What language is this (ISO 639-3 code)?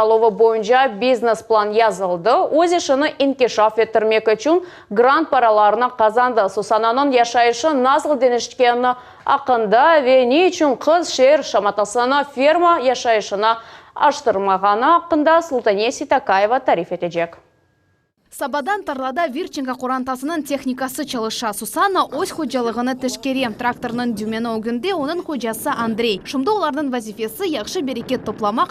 crh